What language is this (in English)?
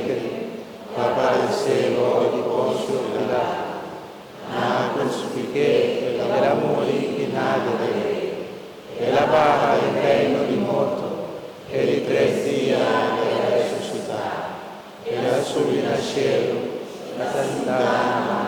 Papiamento